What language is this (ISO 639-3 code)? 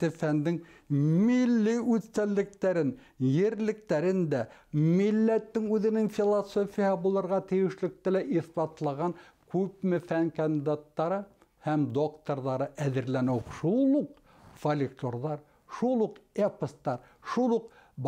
bak